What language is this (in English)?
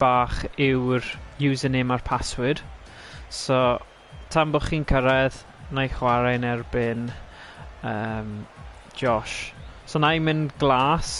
Welsh